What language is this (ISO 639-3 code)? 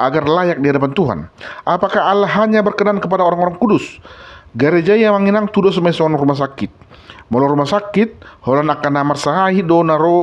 bbc